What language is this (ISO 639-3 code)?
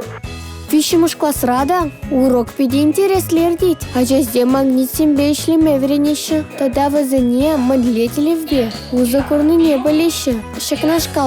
chv